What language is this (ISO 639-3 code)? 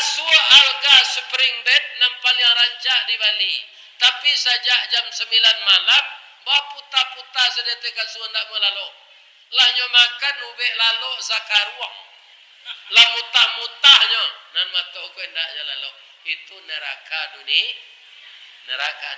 min